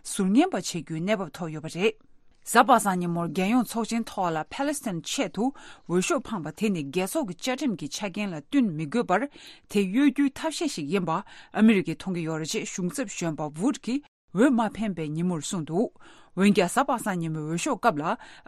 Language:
Tibetan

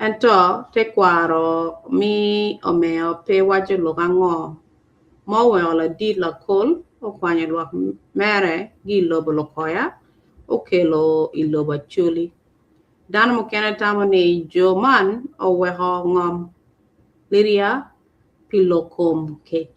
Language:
Acoli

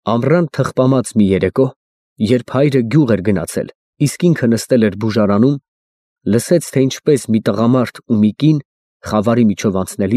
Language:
Armenian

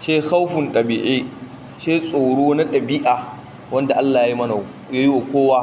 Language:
Hausa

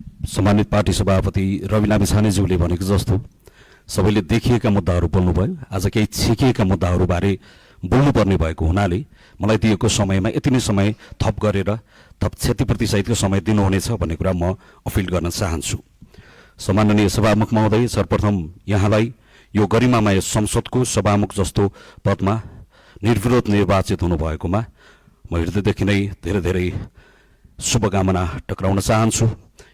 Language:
Nepali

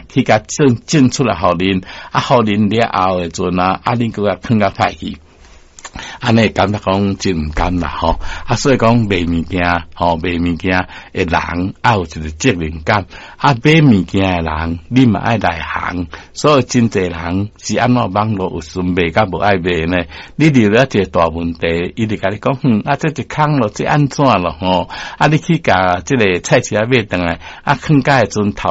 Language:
Min Nan Chinese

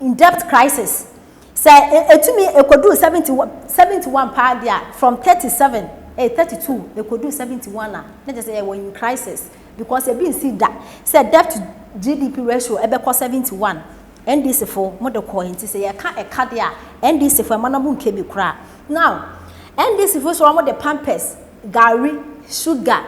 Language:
Akan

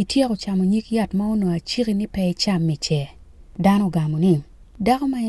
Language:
Acoli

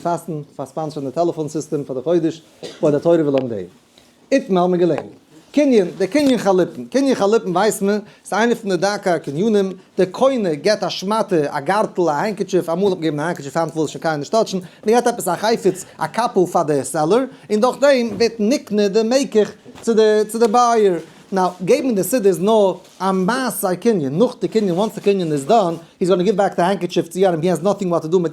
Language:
Yiddish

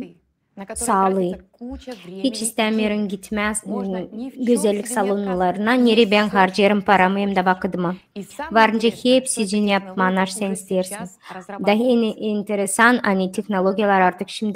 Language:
Gagauz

